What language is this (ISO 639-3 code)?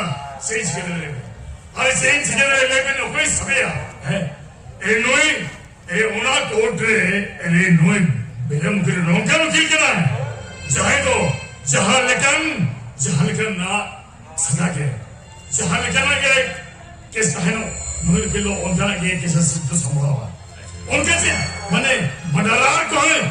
sat